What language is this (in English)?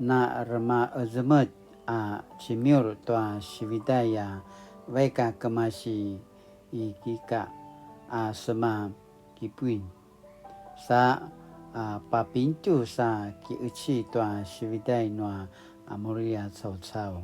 Paiwan